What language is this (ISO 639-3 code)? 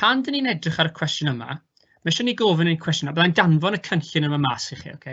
cym